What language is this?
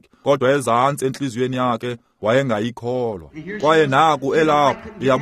Xhosa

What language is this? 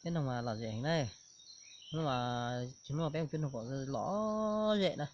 Hmong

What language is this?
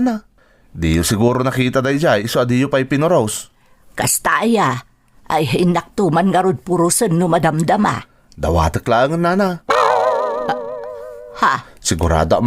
Iloko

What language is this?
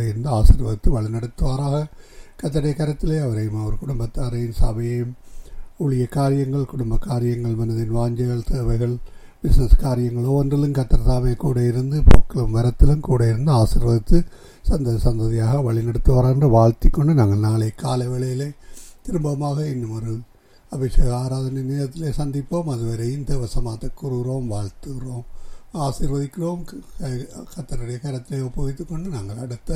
Tamil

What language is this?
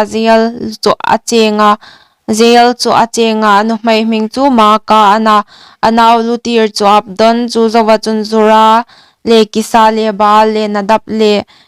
Hmar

